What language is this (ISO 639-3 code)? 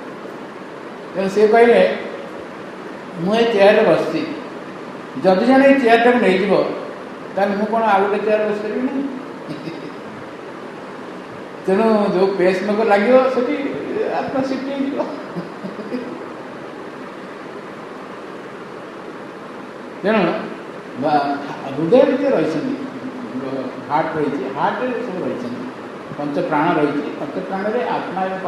ori